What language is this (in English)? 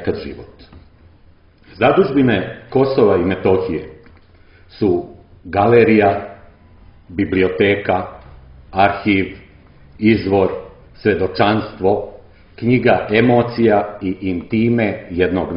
Serbian